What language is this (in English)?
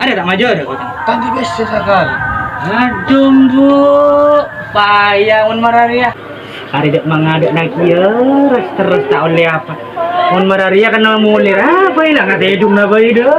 Madurese